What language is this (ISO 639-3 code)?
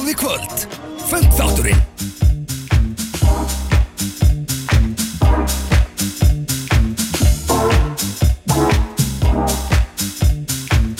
isl